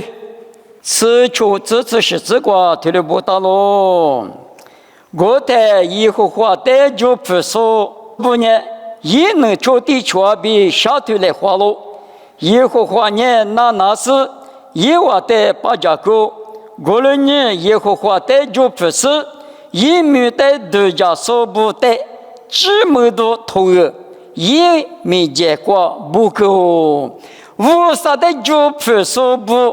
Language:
Lisu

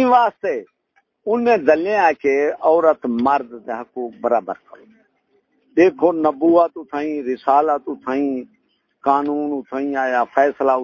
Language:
Saraiki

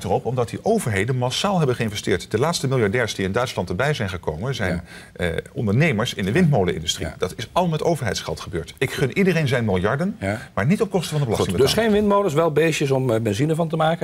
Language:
Dutch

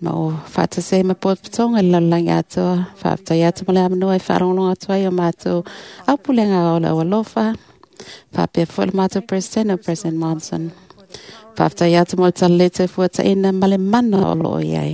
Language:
Samoan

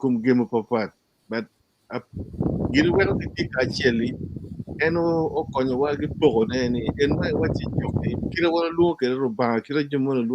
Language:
Acoli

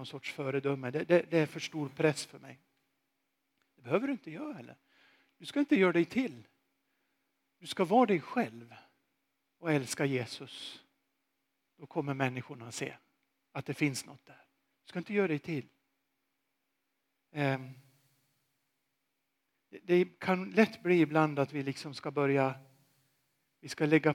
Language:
Swedish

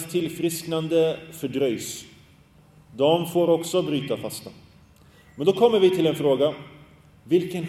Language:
Swedish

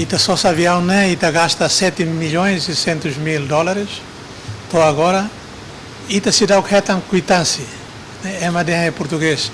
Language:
Tetum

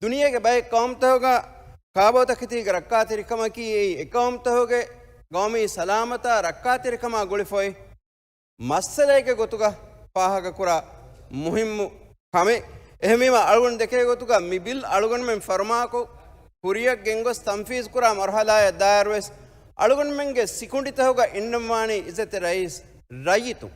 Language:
Divehi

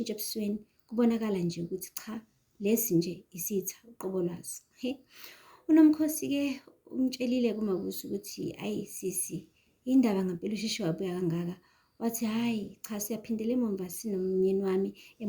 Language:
Zulu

